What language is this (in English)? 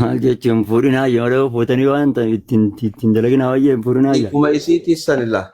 Oromo